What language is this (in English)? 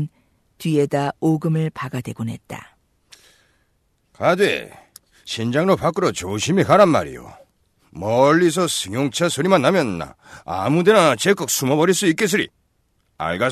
Korean